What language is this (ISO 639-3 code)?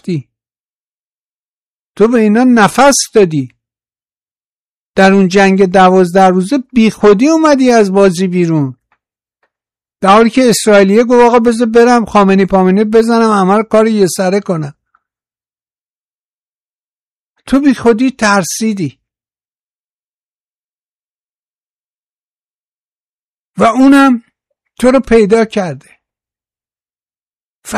fas